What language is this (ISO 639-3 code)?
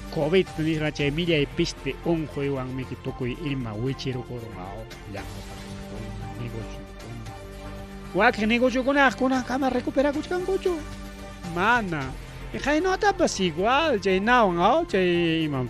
quy